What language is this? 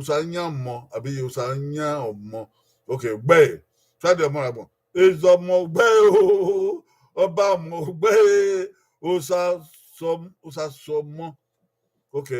Bini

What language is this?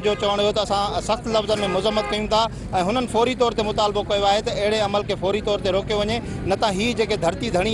Sindhi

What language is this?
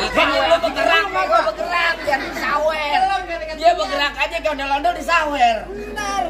Betawi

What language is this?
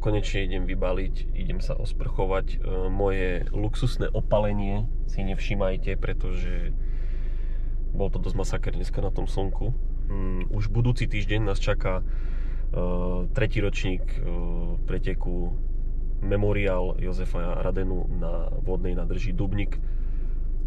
Slovak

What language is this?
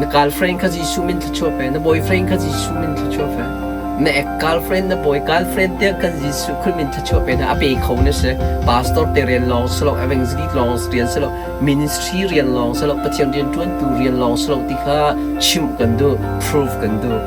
Hakha Chin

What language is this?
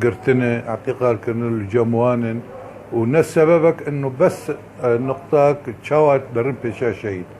Kurdish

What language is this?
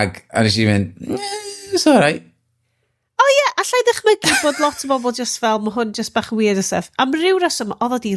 Welsh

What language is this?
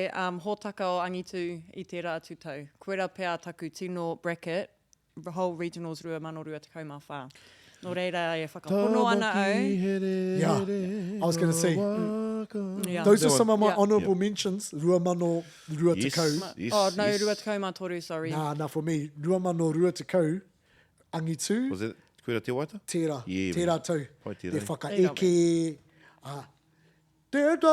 Māori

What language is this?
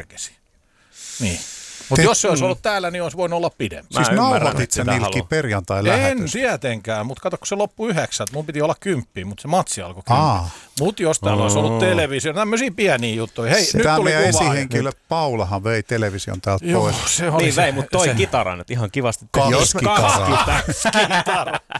Finnish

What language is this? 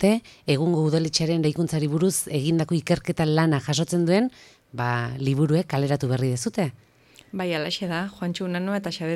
Basque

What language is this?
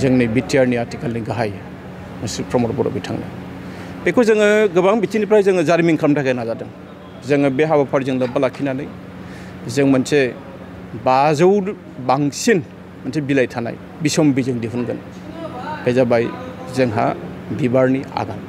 Bodo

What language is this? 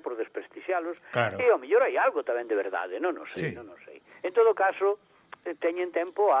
Galician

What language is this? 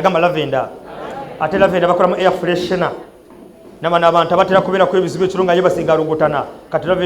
Ganda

